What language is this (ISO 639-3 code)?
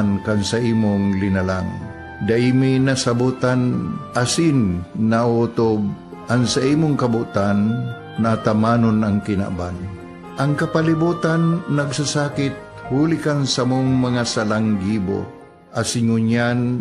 bik